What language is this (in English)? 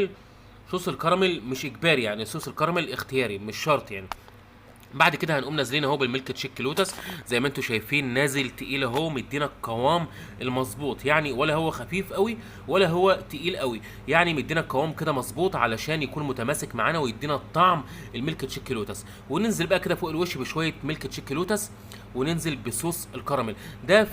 Egyptian Arabic